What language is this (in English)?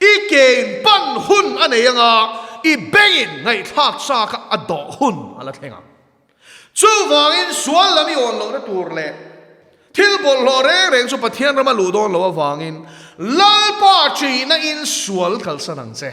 Mizo